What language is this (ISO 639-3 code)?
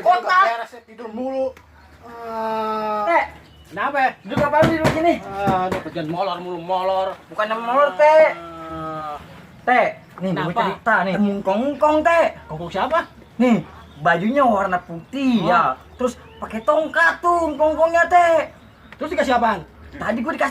bew